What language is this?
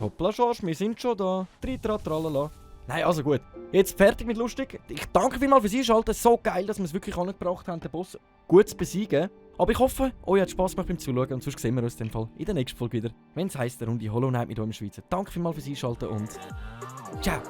Swiss German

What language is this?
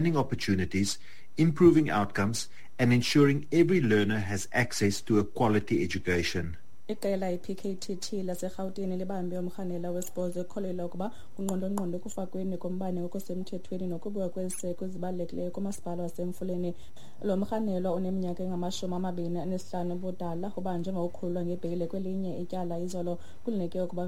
Xhosa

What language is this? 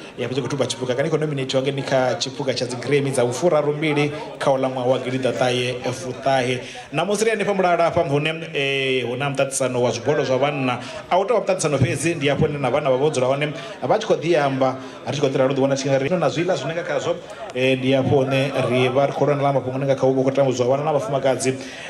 Venda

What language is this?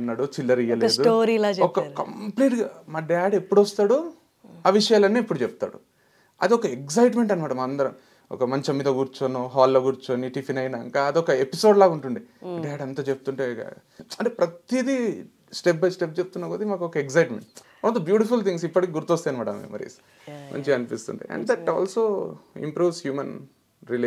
Telugu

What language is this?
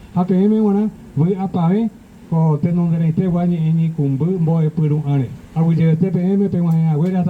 Guarani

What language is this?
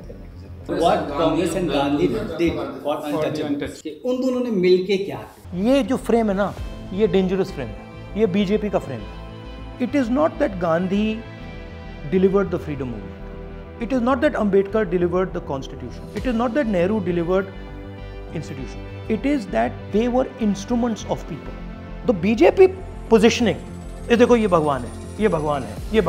Hindi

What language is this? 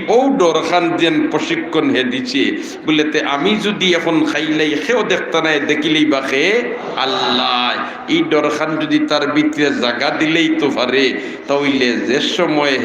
Sylheti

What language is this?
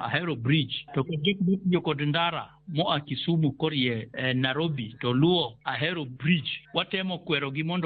Luo (Kenya and Tanzania)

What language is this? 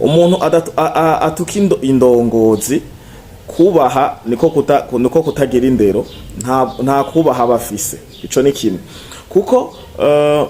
Rundi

